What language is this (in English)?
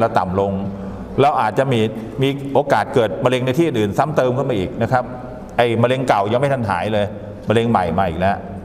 Thai